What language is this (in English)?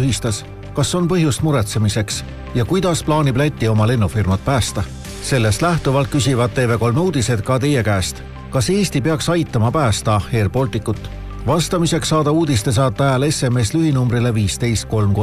Estonian